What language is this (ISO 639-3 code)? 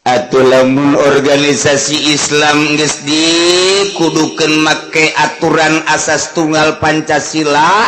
sun